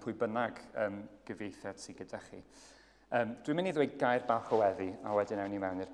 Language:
Welsh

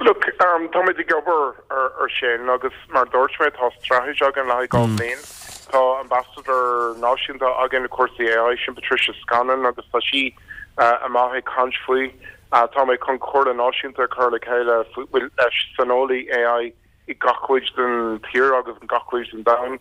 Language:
Irish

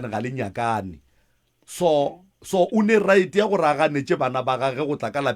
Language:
Northern Sotho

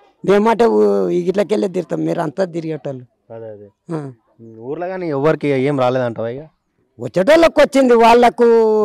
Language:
Telugu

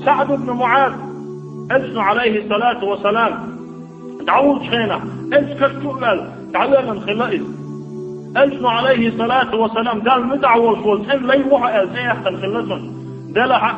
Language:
Chechen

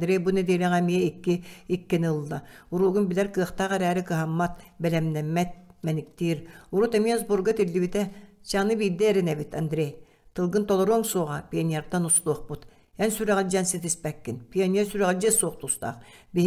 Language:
Yakut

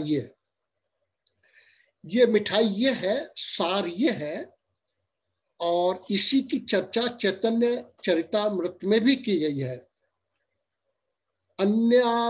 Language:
Hindi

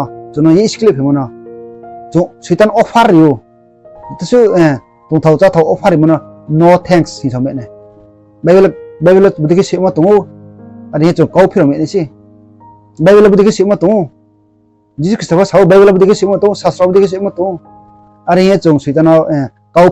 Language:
Riang (India)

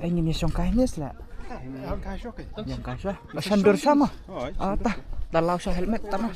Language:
Khasi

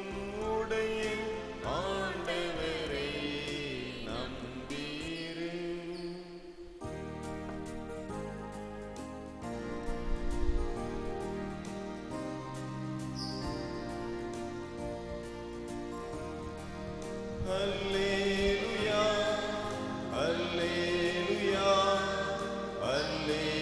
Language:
Tamil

